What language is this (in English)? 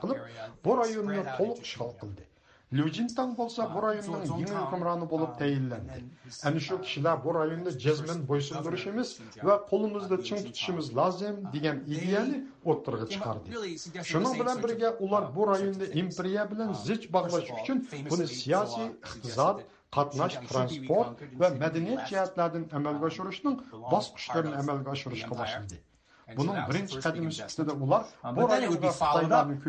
Uyghur